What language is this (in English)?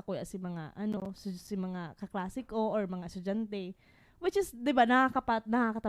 Bikol